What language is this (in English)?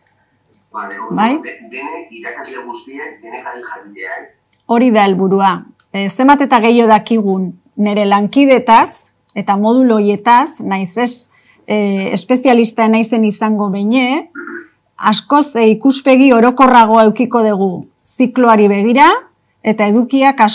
Basque